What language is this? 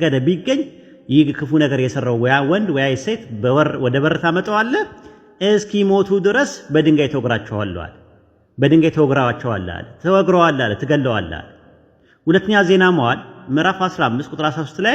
Amharic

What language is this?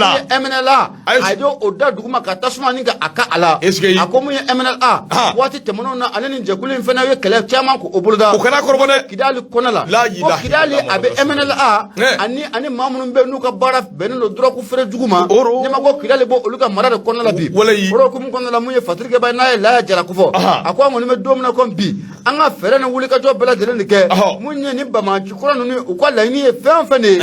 Bambara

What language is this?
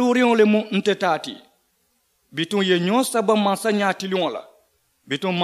Mandingo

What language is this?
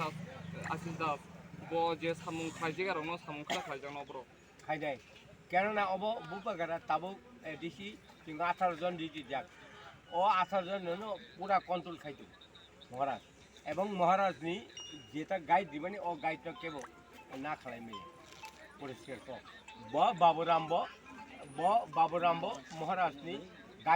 Kok Borok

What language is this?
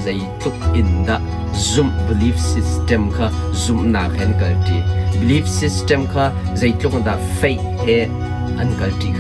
Hakha Chin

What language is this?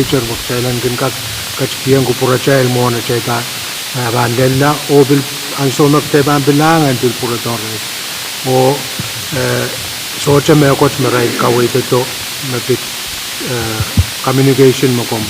Pohnpeian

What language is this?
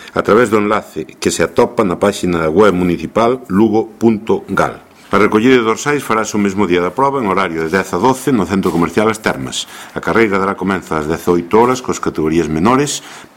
Galician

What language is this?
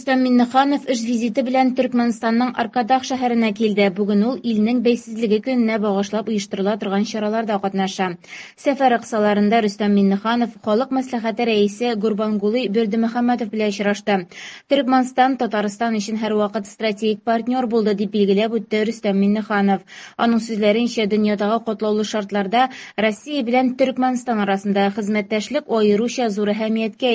Tatar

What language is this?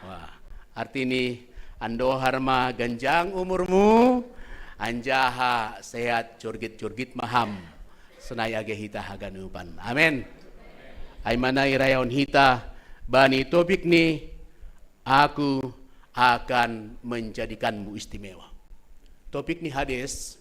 Batak Simalungun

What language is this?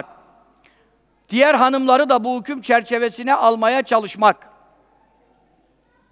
Turkish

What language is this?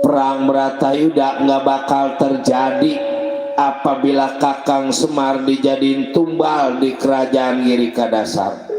Betawi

